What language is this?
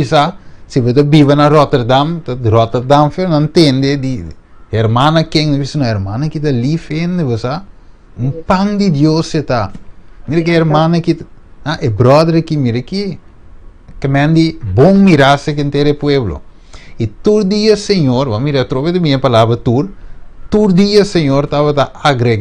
Papiamento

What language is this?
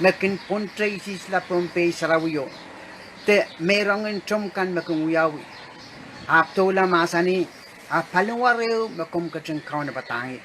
Pohnpeian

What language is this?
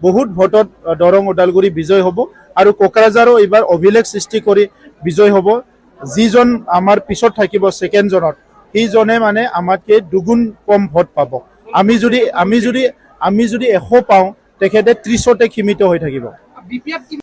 Assamese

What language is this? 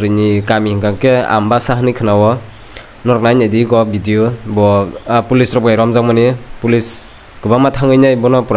Kok Borok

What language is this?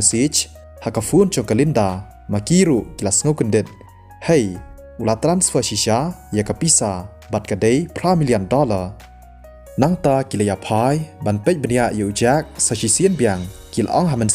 Khasi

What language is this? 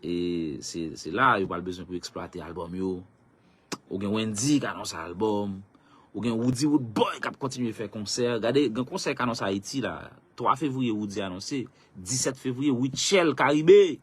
Haitian Creole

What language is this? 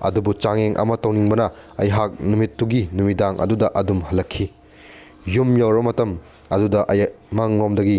Manipuri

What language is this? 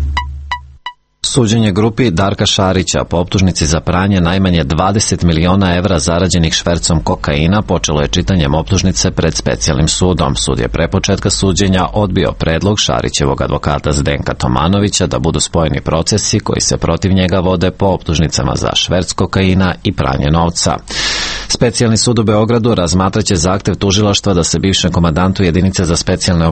Serbian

